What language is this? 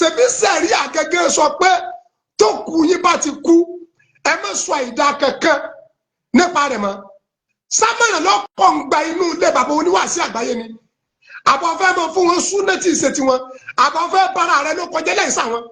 Yoruba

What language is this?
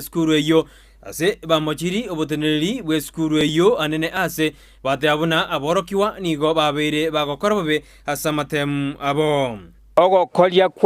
Gusii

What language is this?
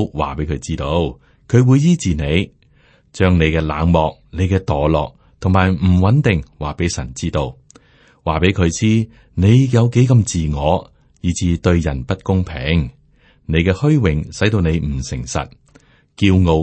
Cantonese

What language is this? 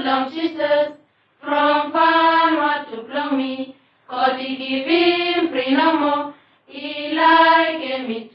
Bislama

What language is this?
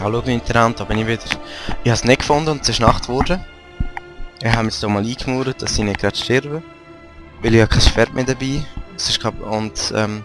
Swiss German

